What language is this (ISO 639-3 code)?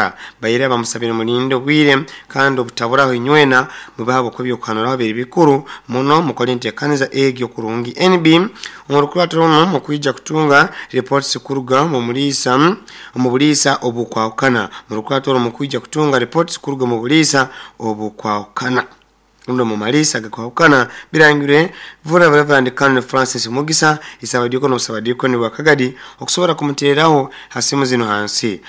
nyo